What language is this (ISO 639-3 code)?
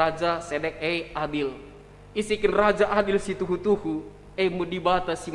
btx